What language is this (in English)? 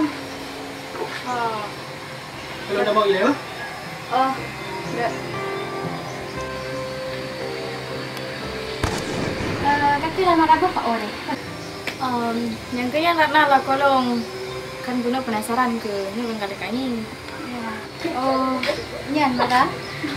Achinese